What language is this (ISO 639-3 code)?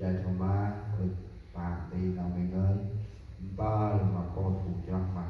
cmo